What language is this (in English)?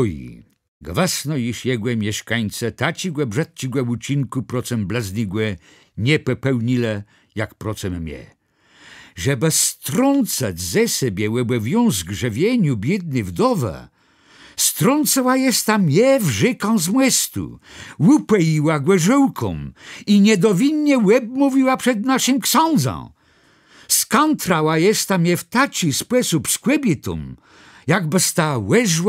Kashubian